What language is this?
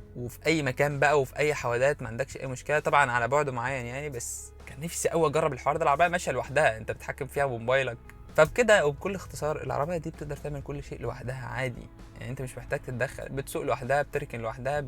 Egyptian Arabic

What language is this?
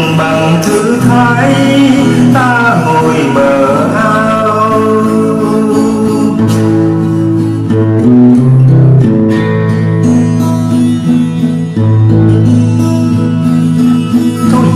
Vietnamese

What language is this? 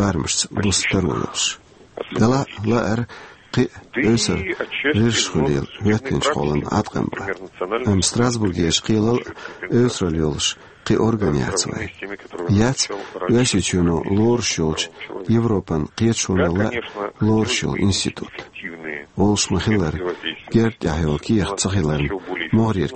Chechen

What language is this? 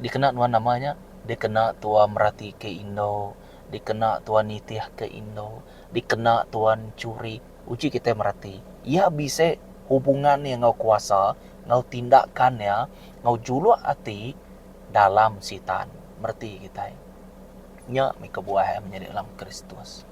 Iban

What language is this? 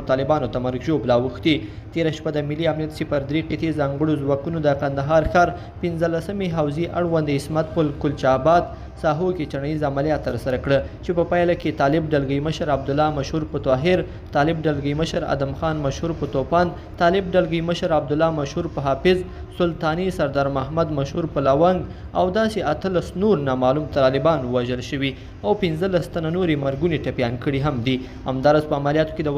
Pashto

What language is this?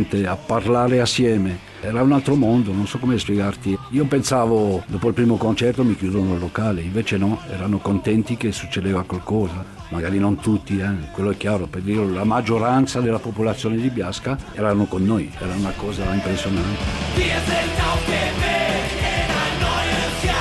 Italian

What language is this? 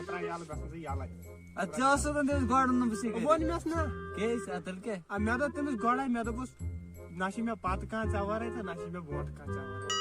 Kashmiri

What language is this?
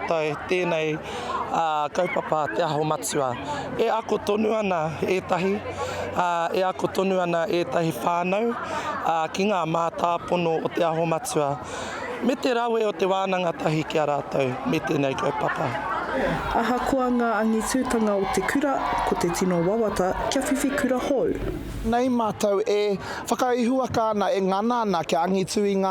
Māori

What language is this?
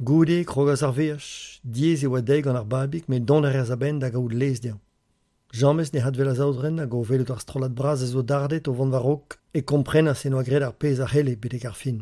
Breton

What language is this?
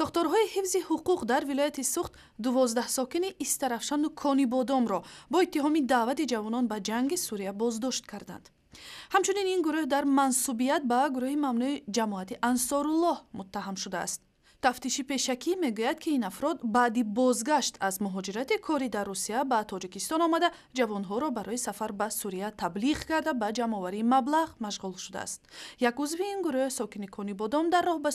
Tajik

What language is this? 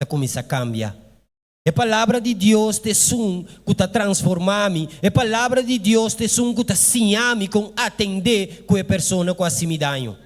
Papiamento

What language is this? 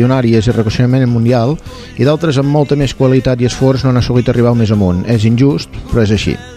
Catalan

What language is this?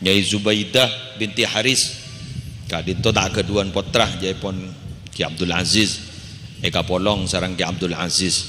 Madurese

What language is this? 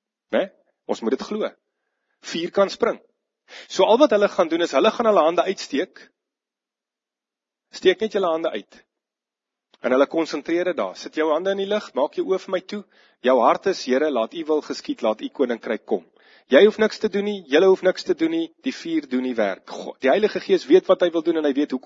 Afrikaans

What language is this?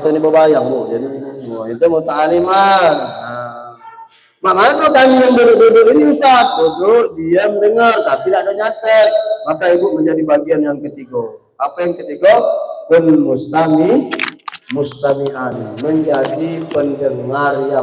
Musi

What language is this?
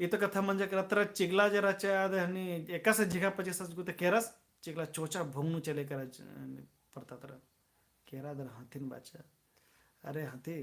Kurukh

